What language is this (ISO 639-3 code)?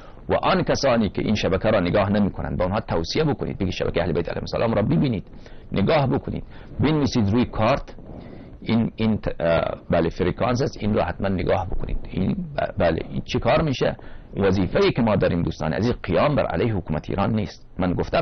fas